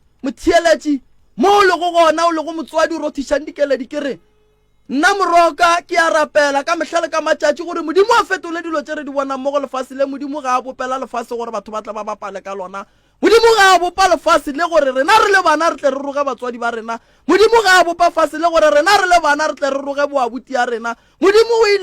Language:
Northern Sotho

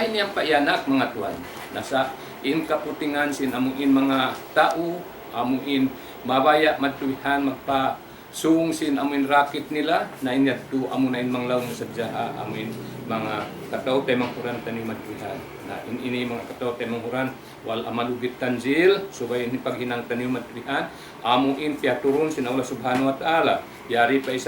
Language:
Tausug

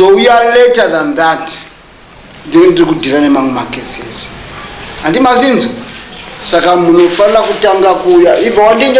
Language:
Shona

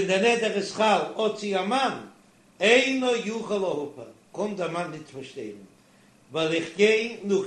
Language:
Yiddish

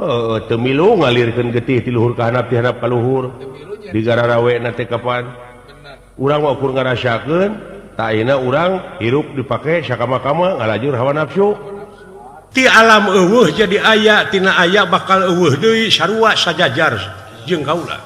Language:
Sundanese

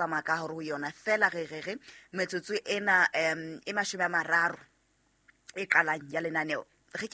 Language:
Southern Sotho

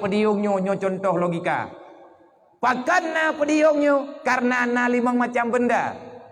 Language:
Achinese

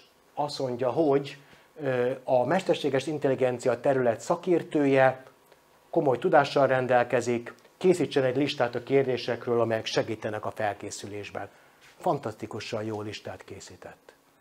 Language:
Hungarian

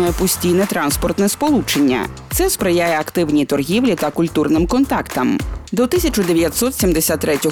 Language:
Ukrainian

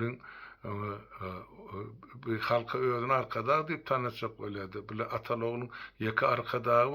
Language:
Turkmen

